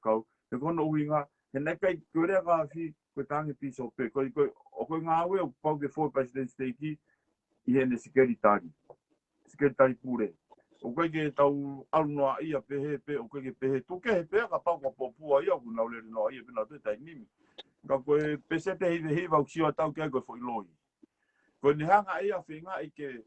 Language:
Tongan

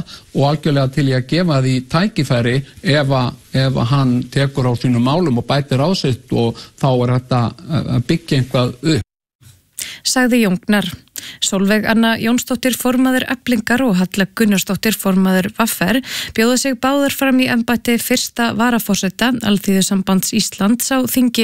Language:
Icelandic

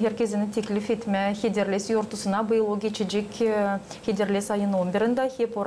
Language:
Gagauz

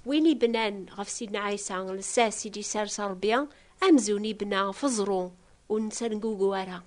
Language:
Kabyle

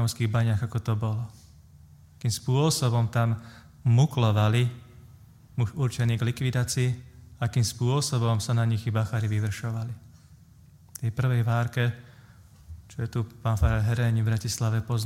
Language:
Slovak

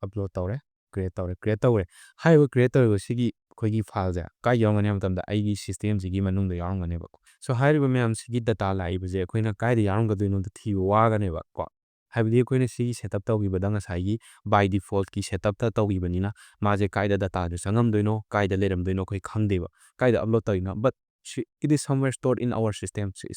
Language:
Manipuri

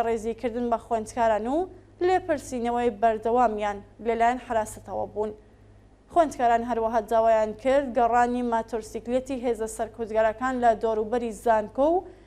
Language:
Central Kurdish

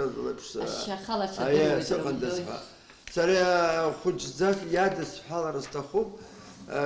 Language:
Abkhazian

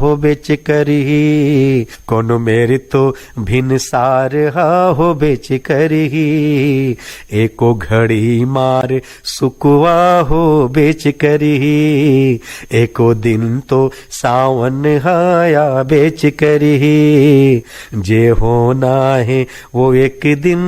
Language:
Chhattisgarhi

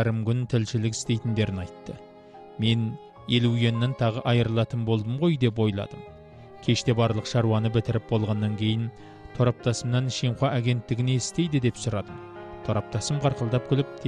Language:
Kazakh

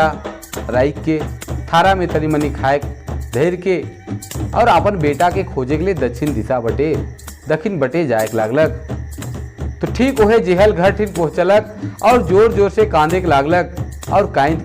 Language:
Sadri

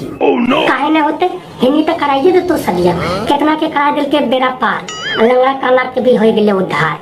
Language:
Magahi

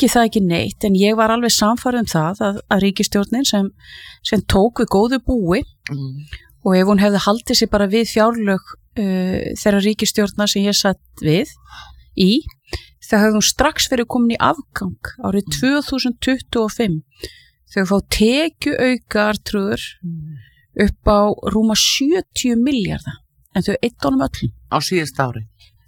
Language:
Icelandic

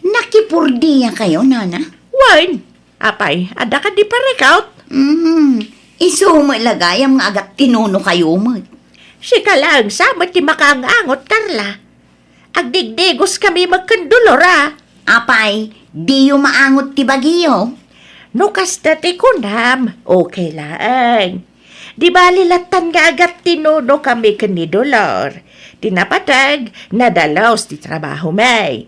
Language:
Iloko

